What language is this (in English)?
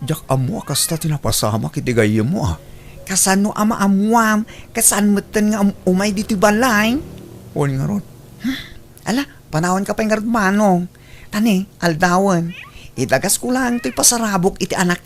Iloko